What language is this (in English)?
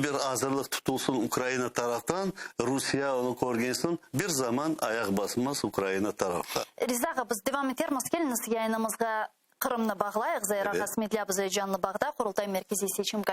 Crimean Tatar